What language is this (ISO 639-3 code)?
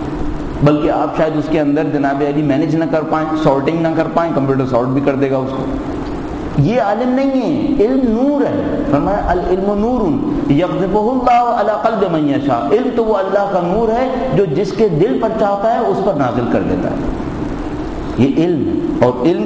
urd